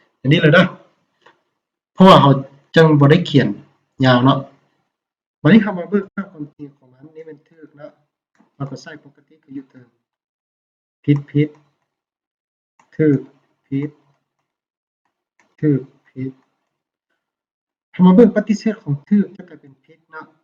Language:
Lao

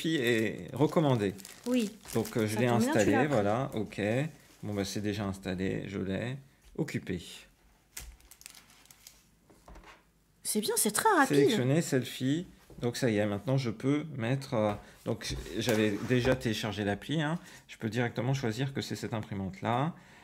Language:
French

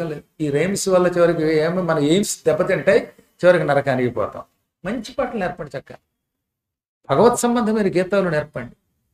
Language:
Telugu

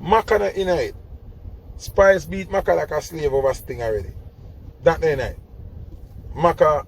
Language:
Jamaican Creole English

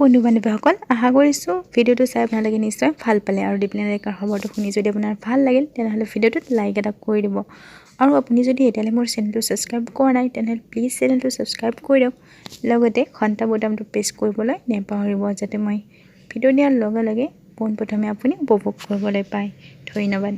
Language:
Assamese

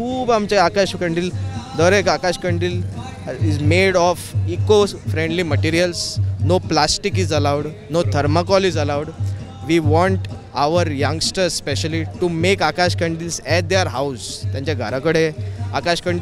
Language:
Konkani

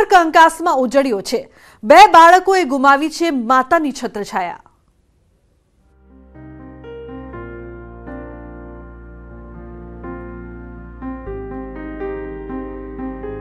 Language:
Gujarati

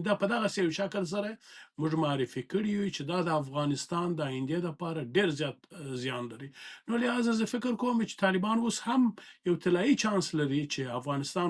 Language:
Pashto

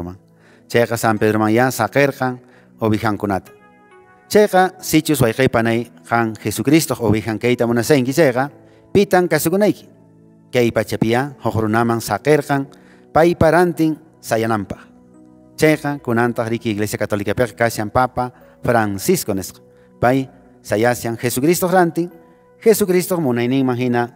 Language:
Quechua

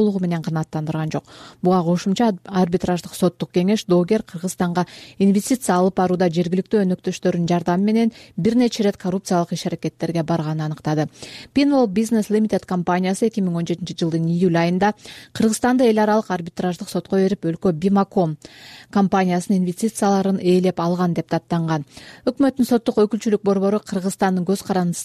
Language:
Kyrgyz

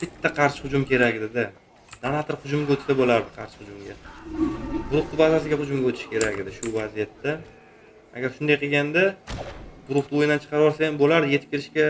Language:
Uzbek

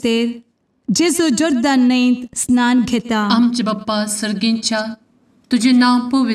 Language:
Konkani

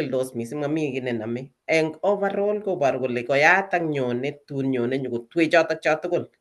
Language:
Kalenjin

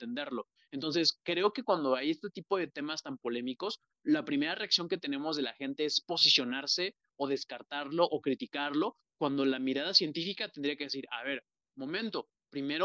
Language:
Spanish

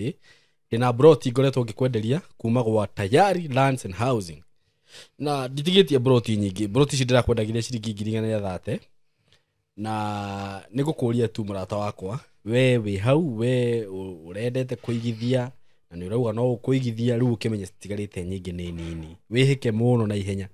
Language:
Kikuyu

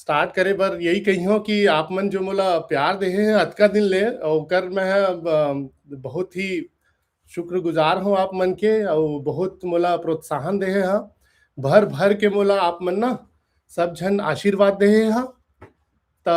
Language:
Chhattisgarhi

